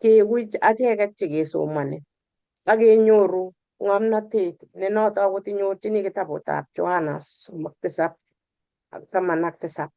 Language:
Kalenjin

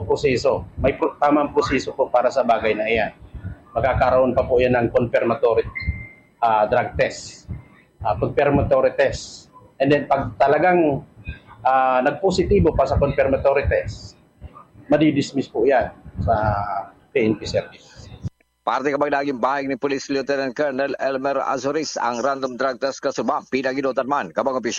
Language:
Bikol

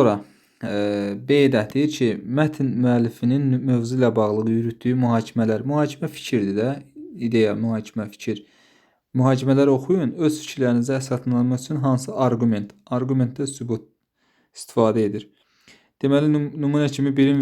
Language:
Azerbaijani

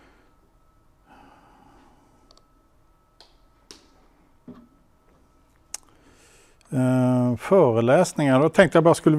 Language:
Swedish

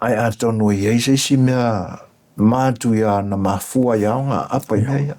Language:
Samoan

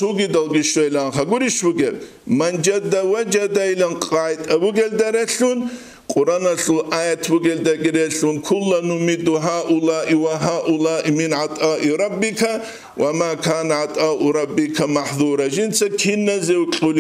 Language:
Avaric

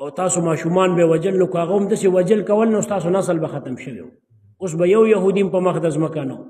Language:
Pashto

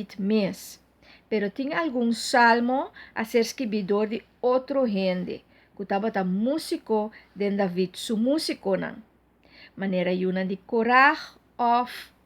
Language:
Papiamento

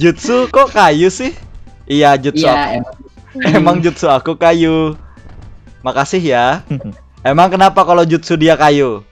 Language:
Banjar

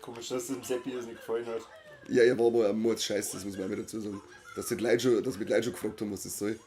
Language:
Bavarian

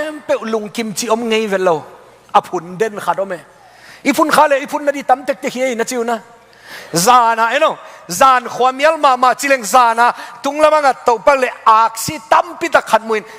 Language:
Tedim Chin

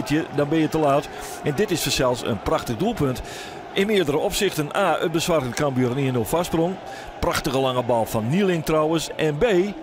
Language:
Western Frisian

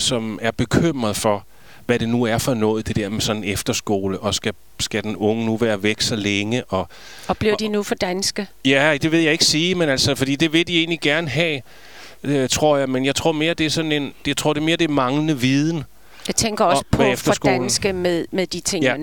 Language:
Danish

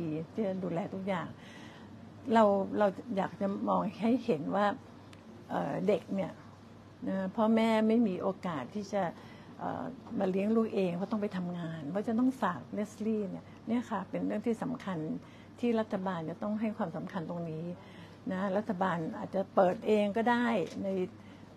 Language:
Thai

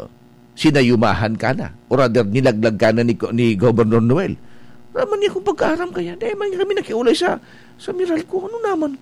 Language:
Bikol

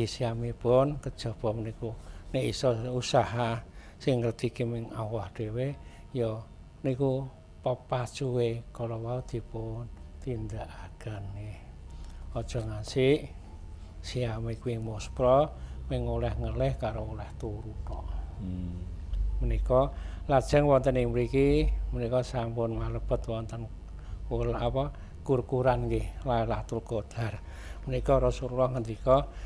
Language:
Javanese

